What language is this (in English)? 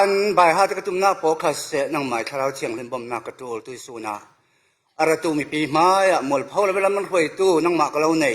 Falam Chin